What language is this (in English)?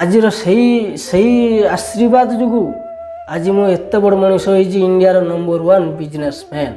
Odia